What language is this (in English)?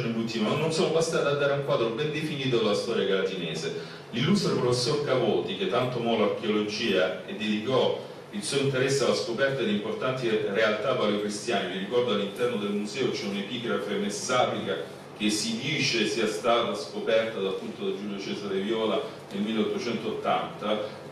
Italian